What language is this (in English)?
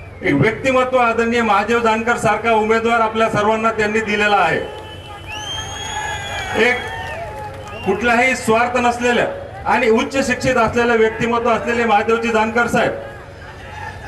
Marathi